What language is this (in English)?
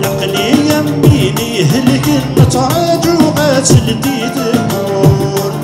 Kabyle